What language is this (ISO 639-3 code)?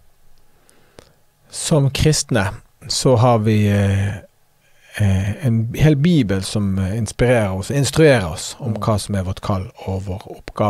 nor